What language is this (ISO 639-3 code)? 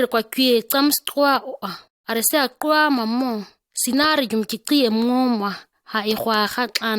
gnk